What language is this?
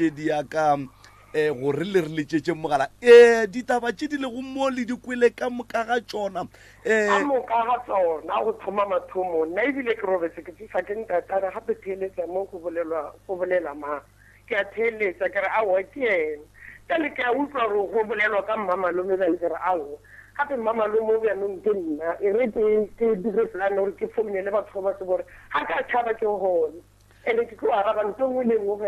Northern Sotho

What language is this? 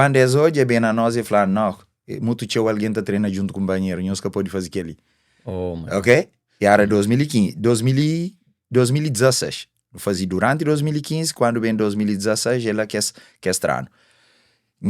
Kabuverdianu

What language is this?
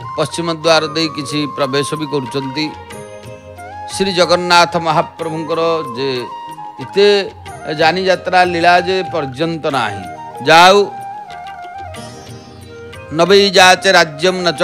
Odia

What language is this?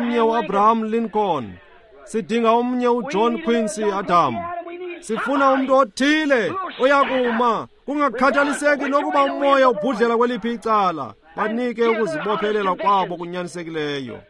Xhosa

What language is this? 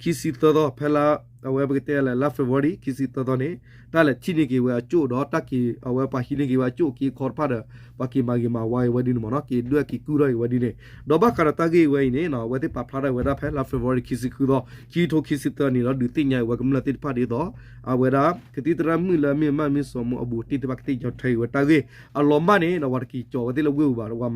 S'gaw Karen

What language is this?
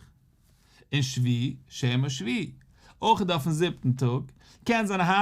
Yiddish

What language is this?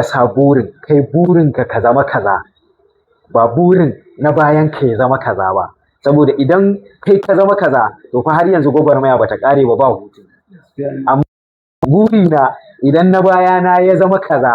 Hausa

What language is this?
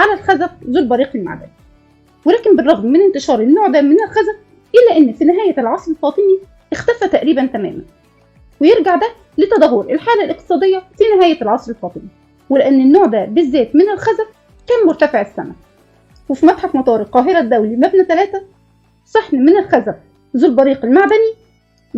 Egyptian Arabic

